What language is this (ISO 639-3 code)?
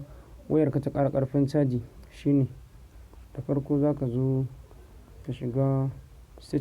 hau